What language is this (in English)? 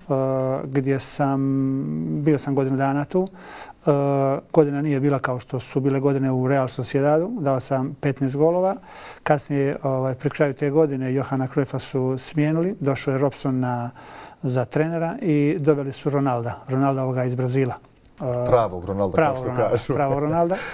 Bosnian